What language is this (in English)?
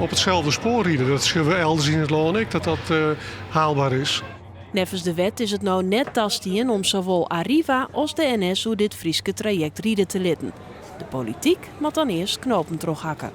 Western Frisian